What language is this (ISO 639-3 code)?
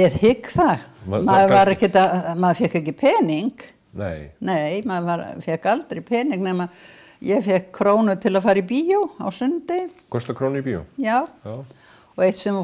isl